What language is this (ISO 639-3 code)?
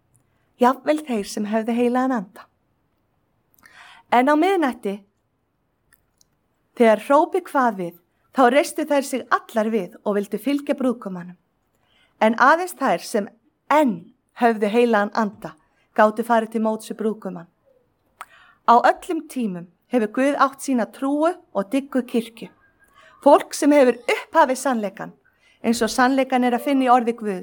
isl